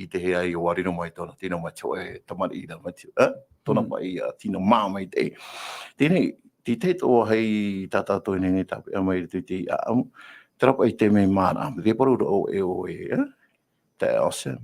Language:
Tahitian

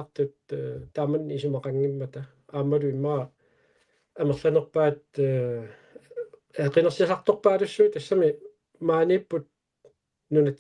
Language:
Kalaallisut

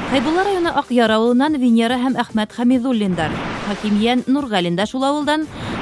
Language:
Bashkir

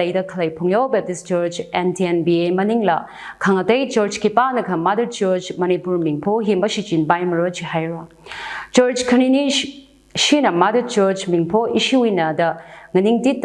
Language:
Tangkhul Naga (India)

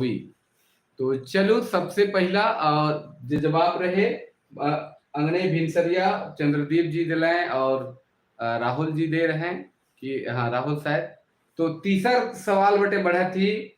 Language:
Sadri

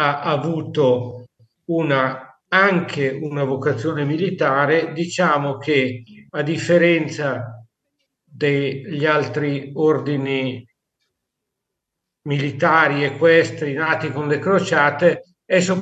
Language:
Italian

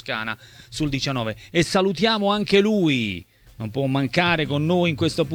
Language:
Italian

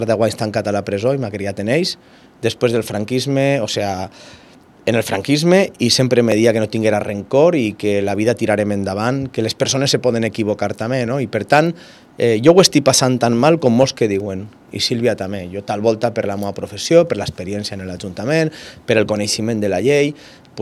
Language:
Catalan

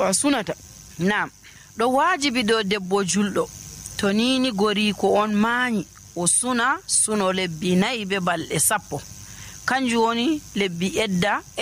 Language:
Nigerian Fulfulde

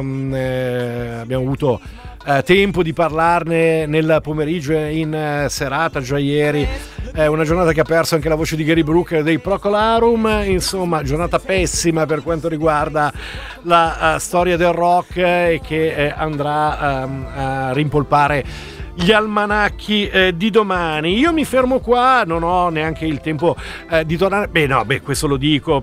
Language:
Italian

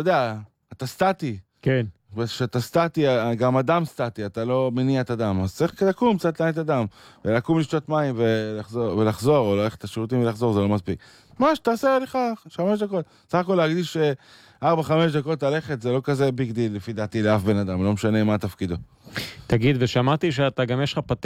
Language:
Hebrew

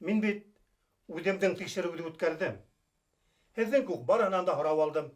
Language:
Bashkir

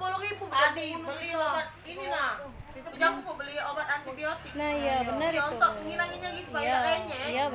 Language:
Musi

